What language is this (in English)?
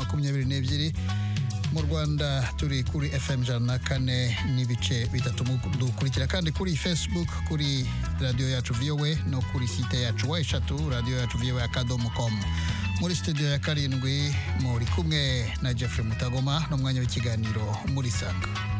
Kinyarwanda